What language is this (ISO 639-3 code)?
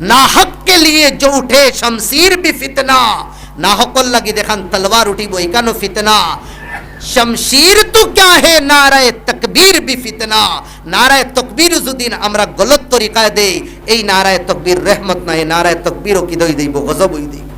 syl